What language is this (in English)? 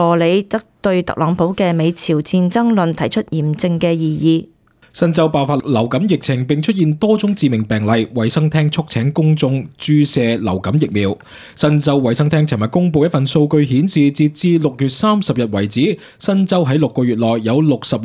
Cantonese